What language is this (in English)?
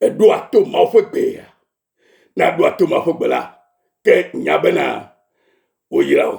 Ewe